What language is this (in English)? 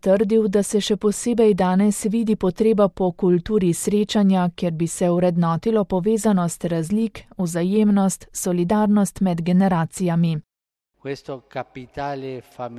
Slovenian